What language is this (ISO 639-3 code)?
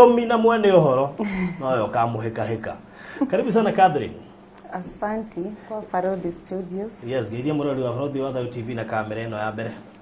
kik